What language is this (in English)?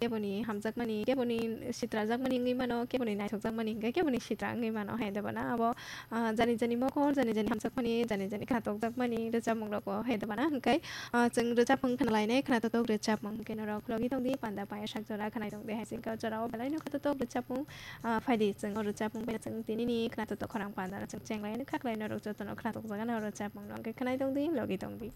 Kok Borok